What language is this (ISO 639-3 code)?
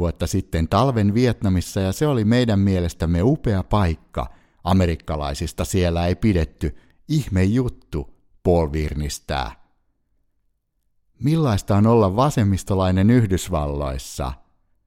fin